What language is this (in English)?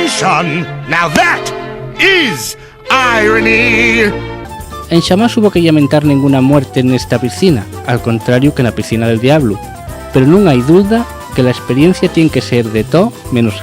Asturian